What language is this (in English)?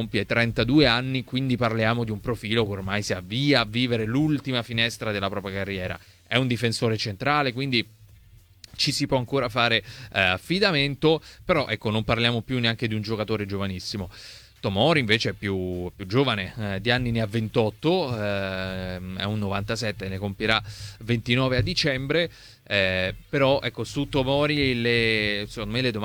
Italian